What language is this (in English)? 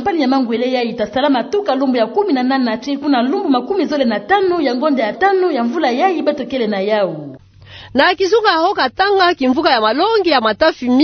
Kituba (Democratic Republic of Congo)